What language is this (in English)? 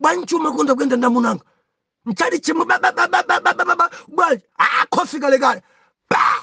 Nyanja